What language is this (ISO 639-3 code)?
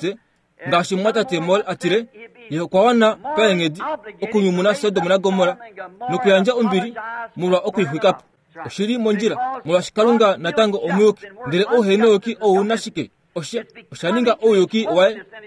kua